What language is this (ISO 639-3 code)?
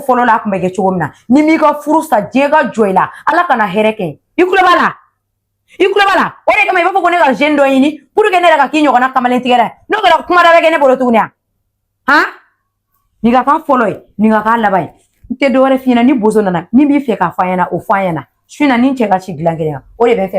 bam